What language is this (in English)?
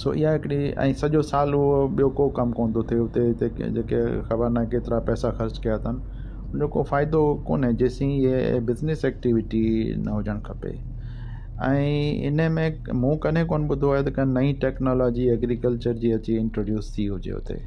Sindhi